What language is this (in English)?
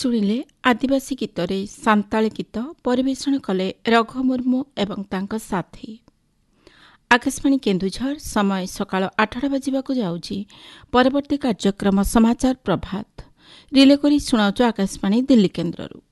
Odia